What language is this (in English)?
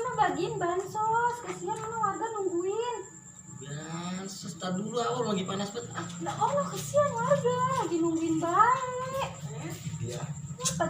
Betawi